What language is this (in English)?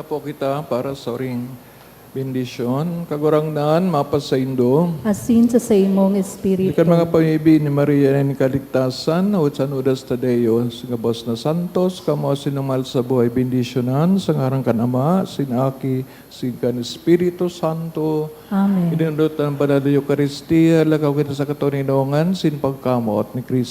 Bikol